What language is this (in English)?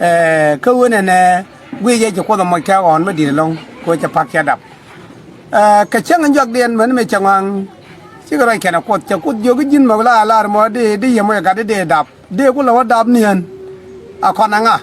Nuer